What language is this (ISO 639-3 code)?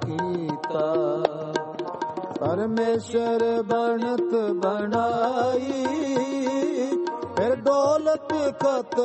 pan